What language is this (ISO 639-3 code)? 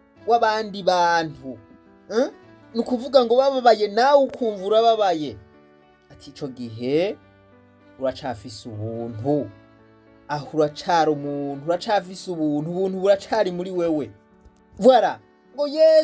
run